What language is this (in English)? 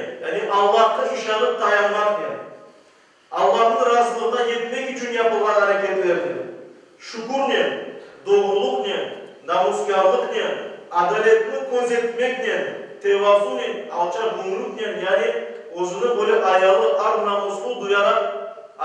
Crimean Tatar